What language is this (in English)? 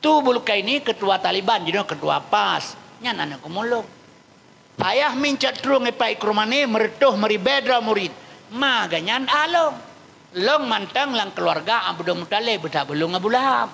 Achinese